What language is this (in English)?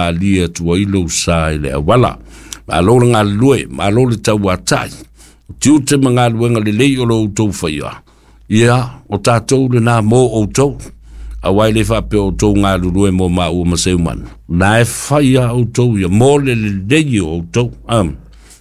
Samoan